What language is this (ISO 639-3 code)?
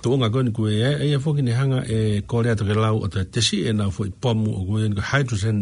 ton